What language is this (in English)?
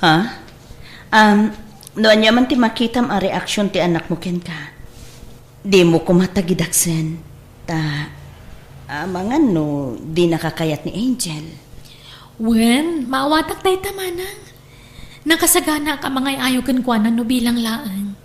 Iloko